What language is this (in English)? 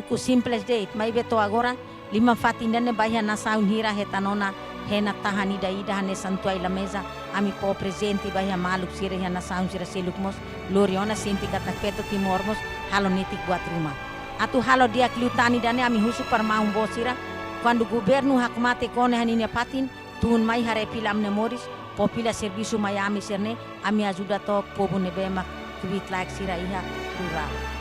Tetum